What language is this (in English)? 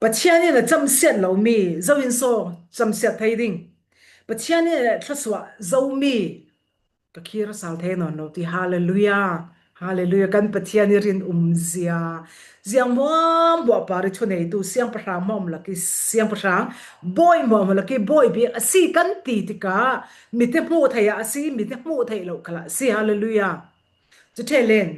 Falam Chin